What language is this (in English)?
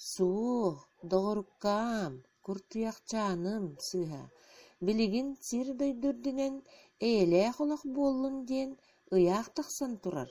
Yakut